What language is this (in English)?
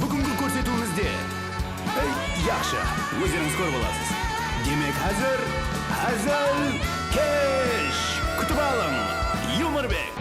Kara-Kalpak